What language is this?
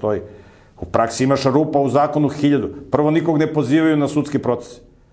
Serbian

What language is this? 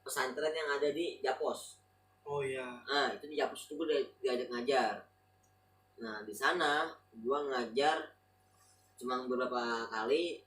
Betawi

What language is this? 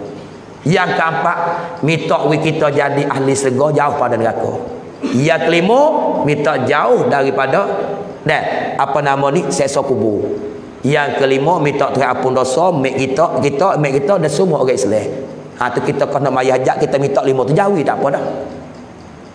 Pattani Malay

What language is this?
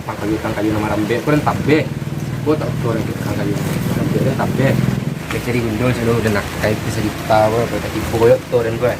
Minangkabau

